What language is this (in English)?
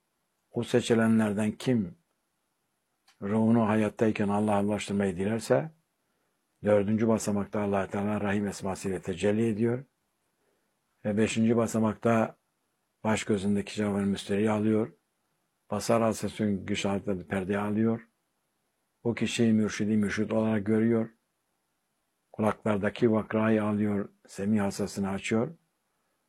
Turkish